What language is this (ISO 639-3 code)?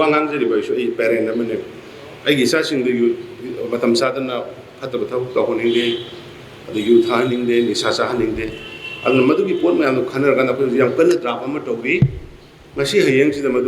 mni